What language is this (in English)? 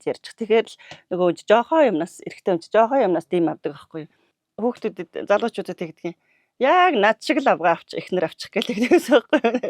Mongolian